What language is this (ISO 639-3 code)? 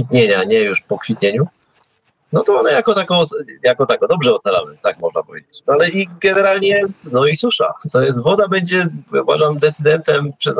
pol